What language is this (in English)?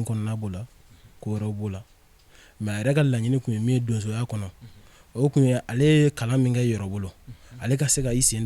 Bambara